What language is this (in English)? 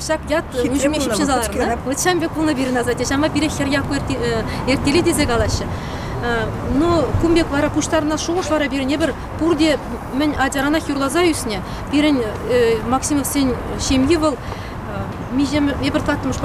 Chuvash